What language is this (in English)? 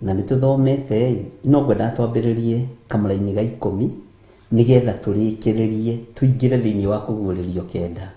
Kikuyu